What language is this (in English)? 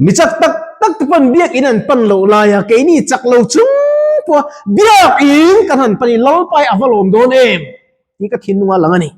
Mizo